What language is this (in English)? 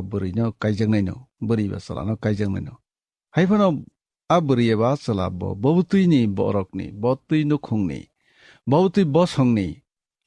Kok Borok